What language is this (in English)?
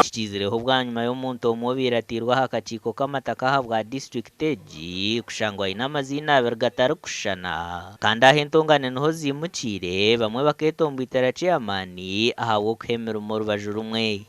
Nyankole